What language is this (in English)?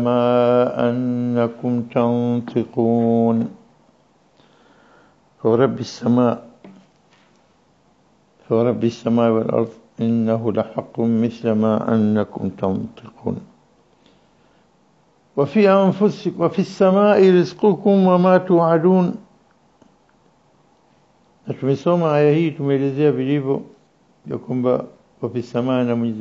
Swahili